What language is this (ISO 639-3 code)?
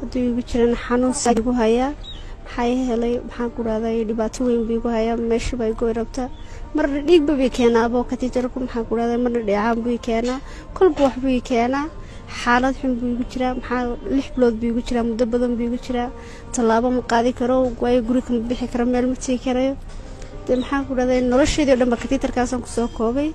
som